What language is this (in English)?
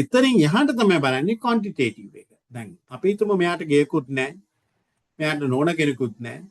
Sinhala